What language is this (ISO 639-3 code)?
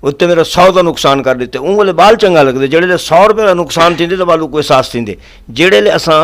skr